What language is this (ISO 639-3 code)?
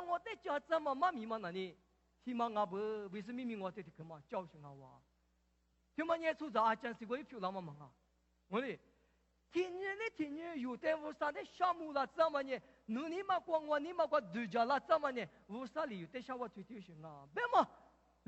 lis